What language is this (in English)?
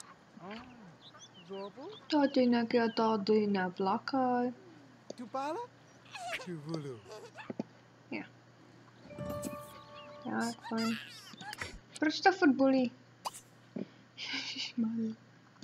Czech